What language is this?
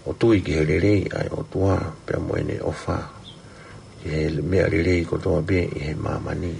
Tongan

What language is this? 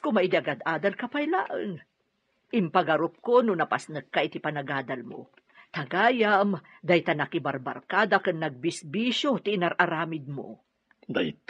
Iloko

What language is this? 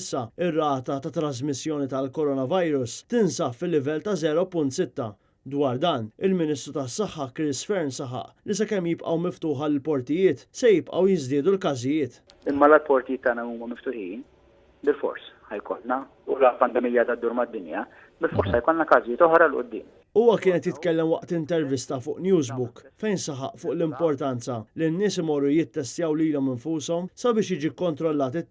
Maltese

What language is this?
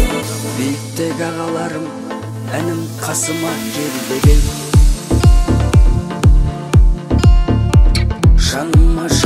Kazakh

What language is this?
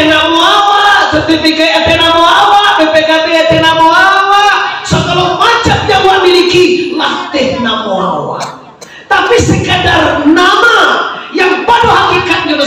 Minangkabau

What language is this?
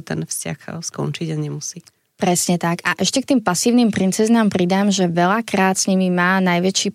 Slovak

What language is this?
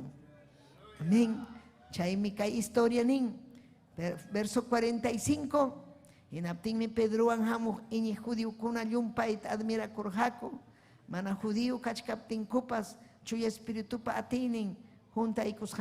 Ayacucho Quechua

